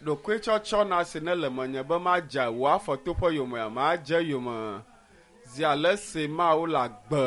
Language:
Ewe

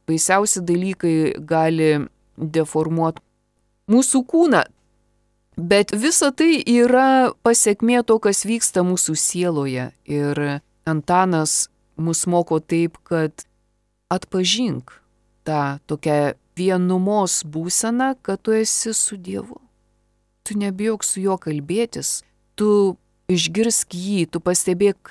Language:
Lithuanian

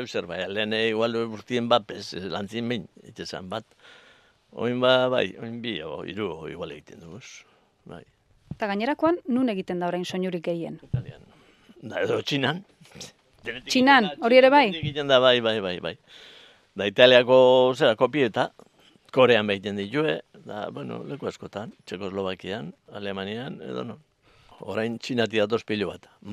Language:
Basque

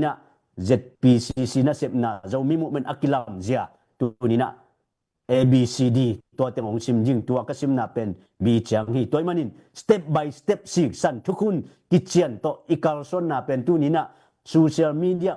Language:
Tedim Chin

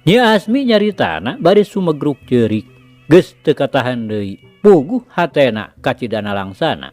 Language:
Sundanese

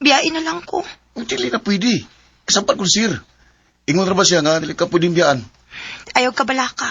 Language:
Cebuano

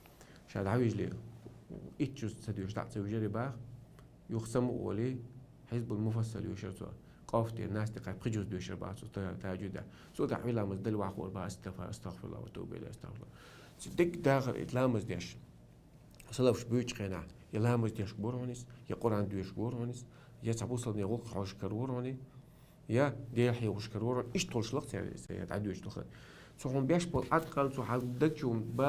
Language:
Chechen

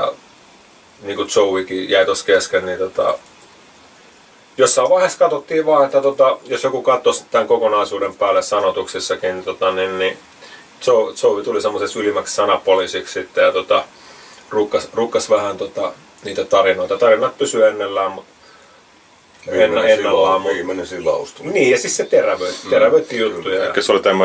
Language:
Finnish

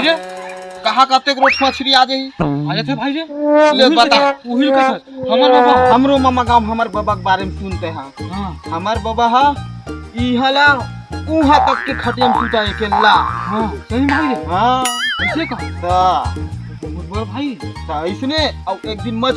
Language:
Chhattisgarhi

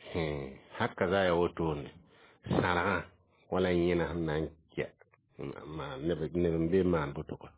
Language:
Mossi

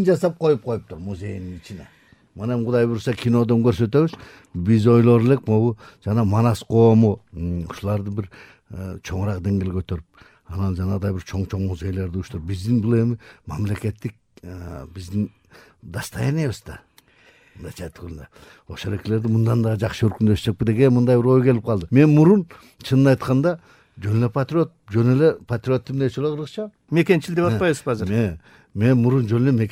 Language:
Kyrgyz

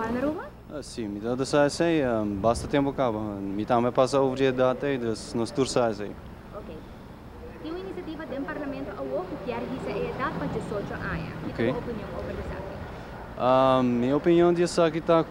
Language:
Papiamento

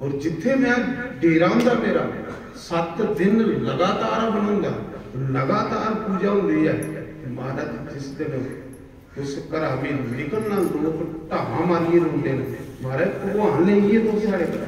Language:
Dogri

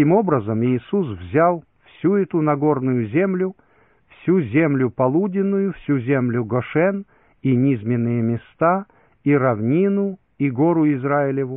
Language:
Russian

